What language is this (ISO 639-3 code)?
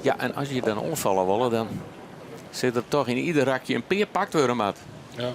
fry